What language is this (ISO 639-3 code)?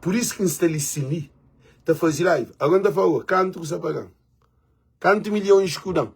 kea